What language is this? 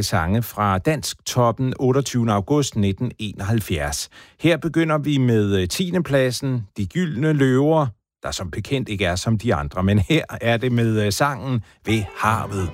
Danish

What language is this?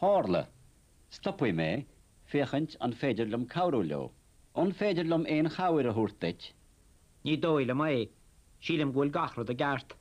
Irish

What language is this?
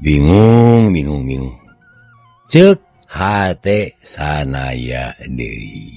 Sundanese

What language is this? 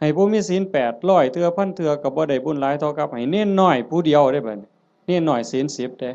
Lao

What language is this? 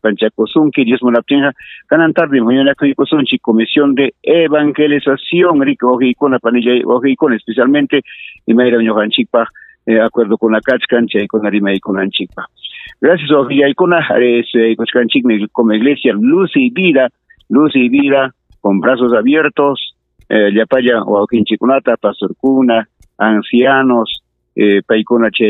Ayacucho Quechua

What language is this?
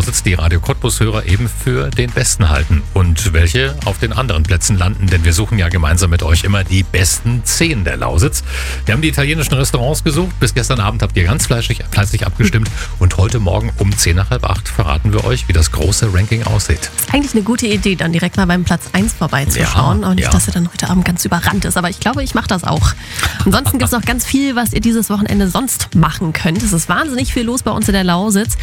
German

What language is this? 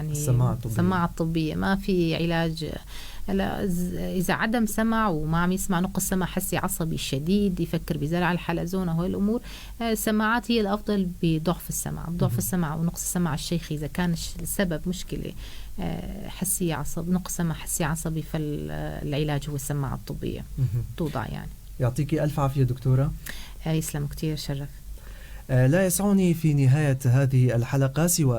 North Levantine Arabic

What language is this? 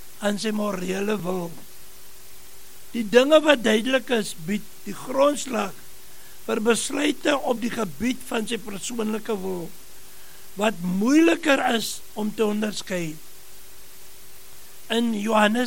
Afrikaans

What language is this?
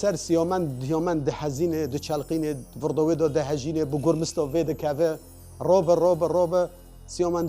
Kurdish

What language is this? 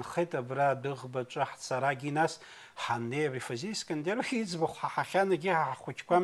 Abkhazian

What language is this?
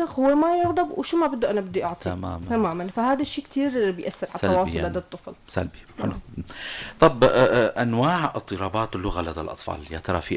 North Levantine Arabic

